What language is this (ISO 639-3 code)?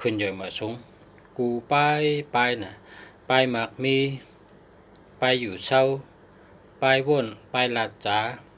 shn